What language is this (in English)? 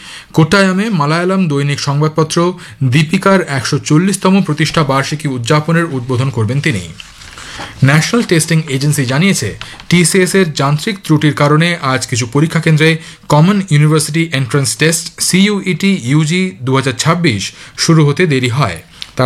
Bangla